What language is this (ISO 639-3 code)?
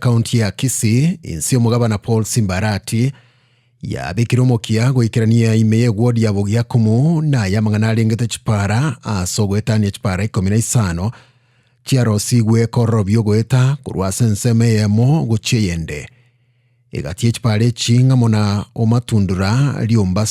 guz